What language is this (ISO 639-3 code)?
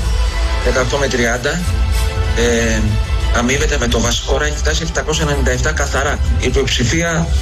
ell